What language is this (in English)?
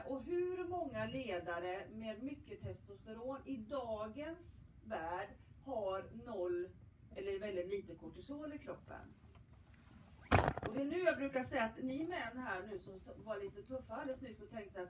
Swedish